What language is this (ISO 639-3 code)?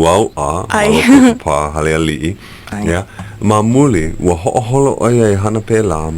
haw